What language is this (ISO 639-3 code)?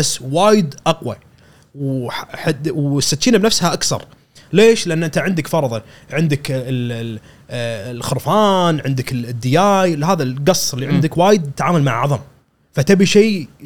afb